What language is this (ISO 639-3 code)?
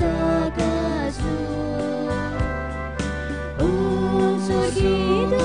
kok